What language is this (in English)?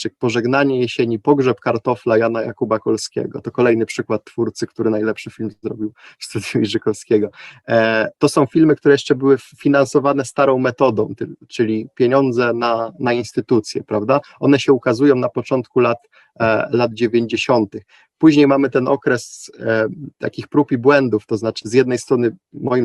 Polish